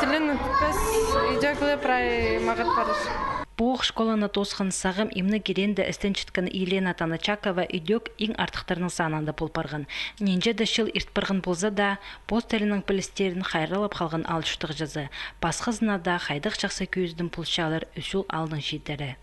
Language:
Khakas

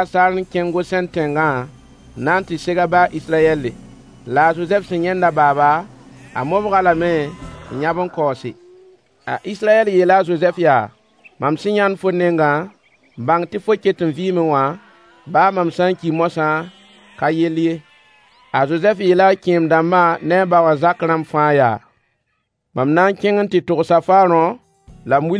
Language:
Mossi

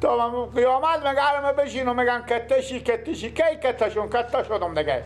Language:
Persian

